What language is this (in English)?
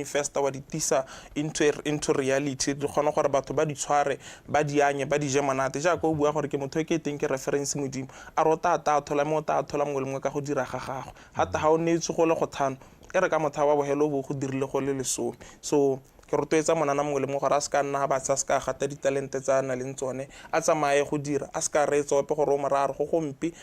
Tswana